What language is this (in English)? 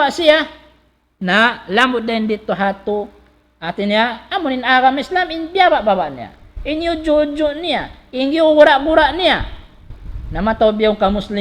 Tausug